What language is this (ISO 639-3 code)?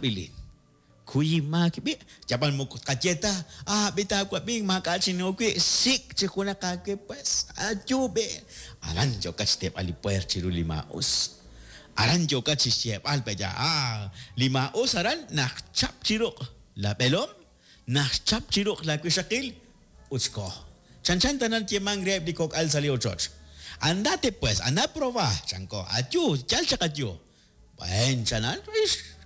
kek